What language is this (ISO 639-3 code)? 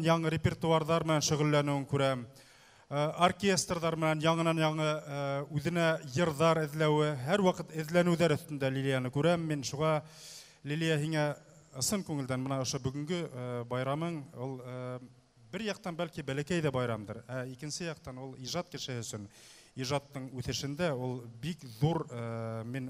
bak